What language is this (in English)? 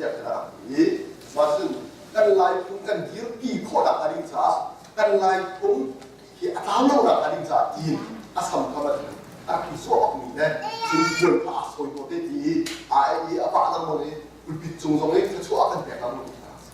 Hakha Chin